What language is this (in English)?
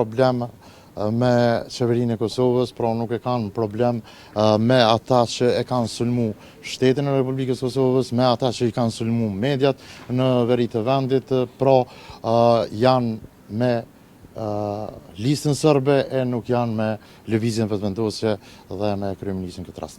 Albanian